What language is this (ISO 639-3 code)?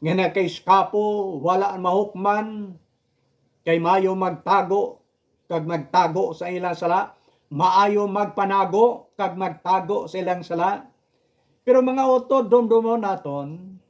hil